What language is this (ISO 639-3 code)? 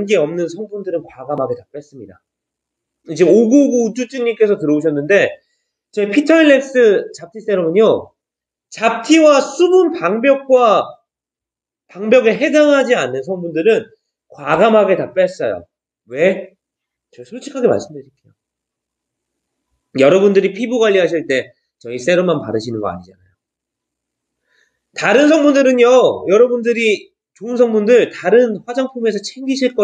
kor